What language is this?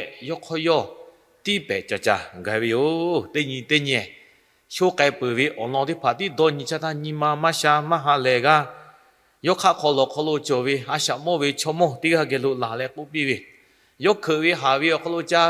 Lahu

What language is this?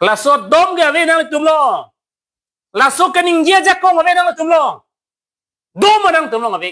Karbi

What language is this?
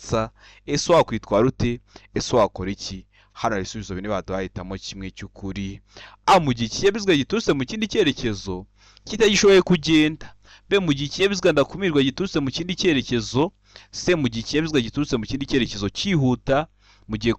Kinyarwanda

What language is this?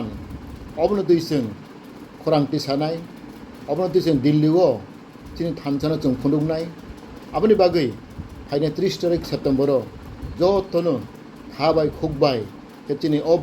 Kok Borok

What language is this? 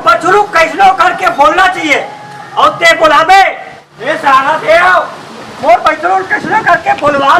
Chhattisgarhi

